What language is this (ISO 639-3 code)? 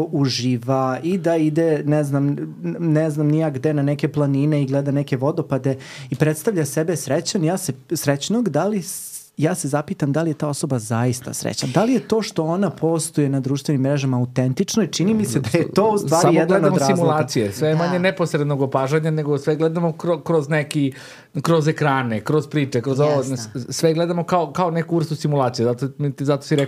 srp